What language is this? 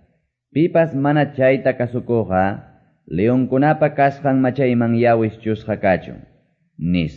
Quechua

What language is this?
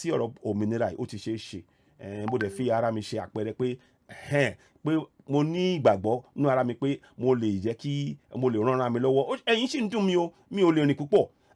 Yoruba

